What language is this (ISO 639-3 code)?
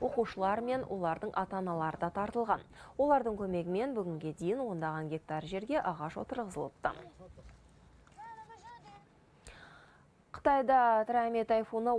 kaz